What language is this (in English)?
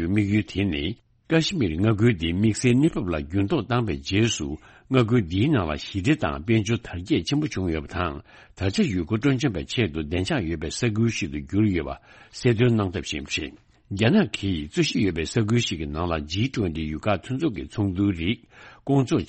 Tibetan